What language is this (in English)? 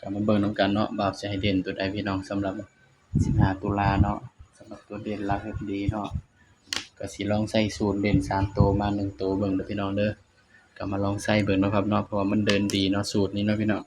Northeastern Thai